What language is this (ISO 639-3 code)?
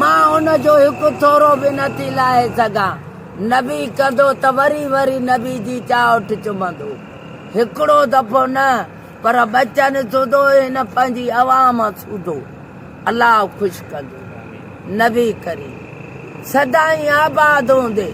snd